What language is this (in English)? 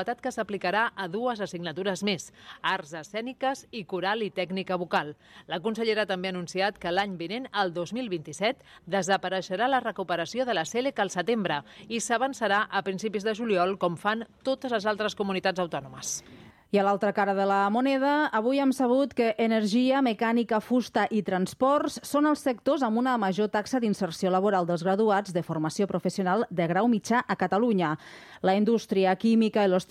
Catalan